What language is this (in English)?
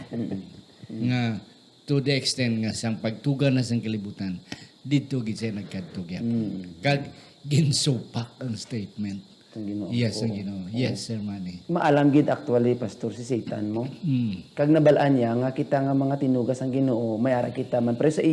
Hiligaynon